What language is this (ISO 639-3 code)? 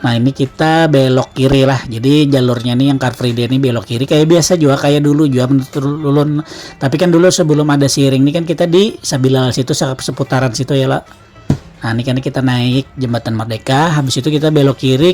bjn